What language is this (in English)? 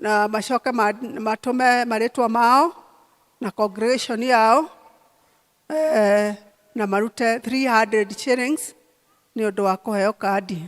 Kikuyu